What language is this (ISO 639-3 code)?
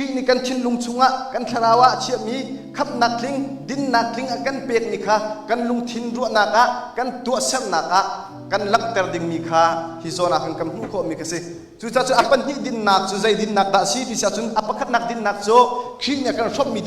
cnh